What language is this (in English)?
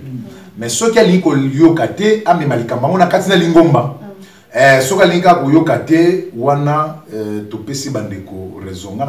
Lingala